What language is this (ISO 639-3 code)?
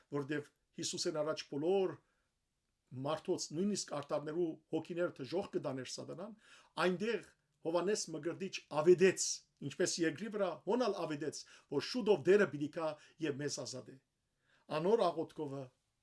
hyw